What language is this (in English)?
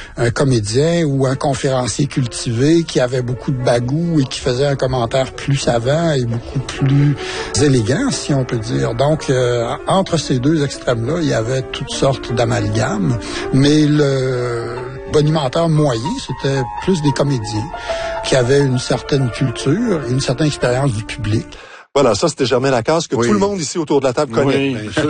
French